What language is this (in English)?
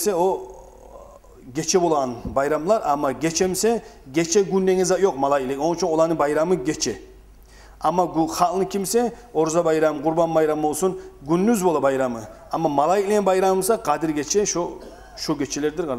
Kumyk